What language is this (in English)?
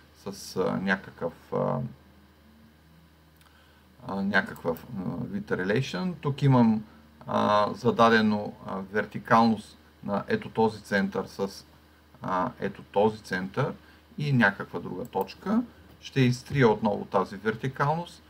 Bulgarian